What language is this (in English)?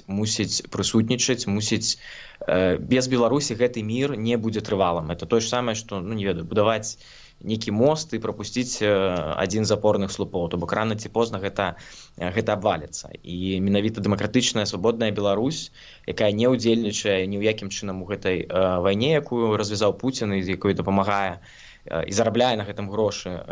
Belarusian